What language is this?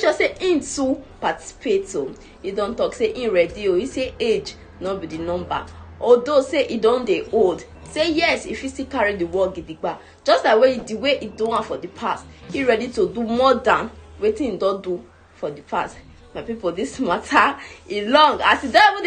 Nigerian Pidgin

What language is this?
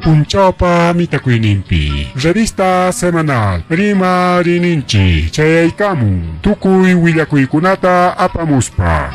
Ayacucho Quechua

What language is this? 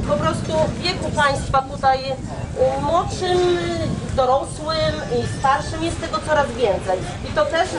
Polish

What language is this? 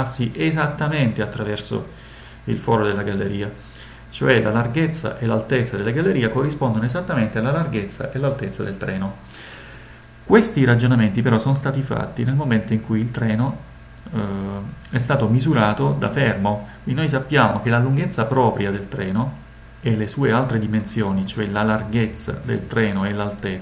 Italian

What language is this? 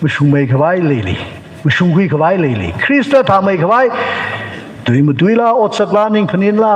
Tangkhul Naga (India)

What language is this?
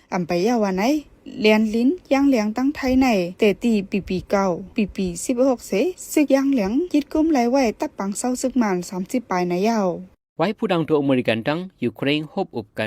Shan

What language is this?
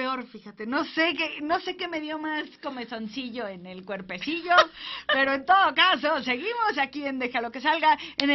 Spanish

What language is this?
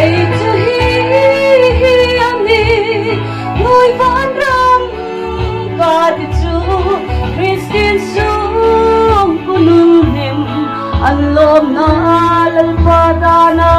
Hmar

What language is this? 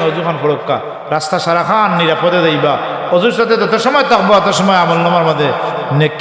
Sylheti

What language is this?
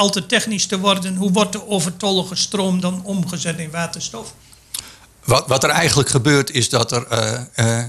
Dutch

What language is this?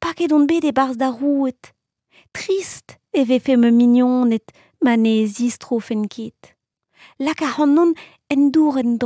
Breton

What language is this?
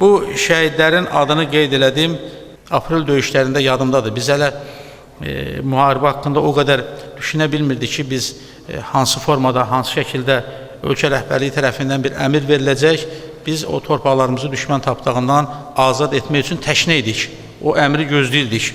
Azerbaijani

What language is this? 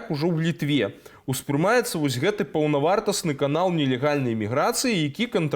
Belarusian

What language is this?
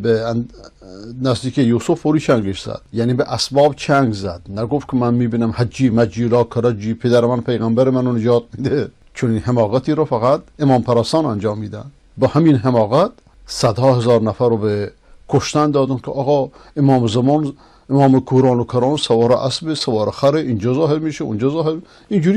Persian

